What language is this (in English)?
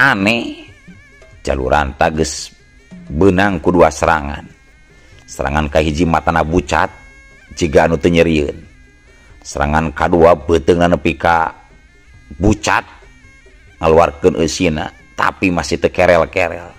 Sundanese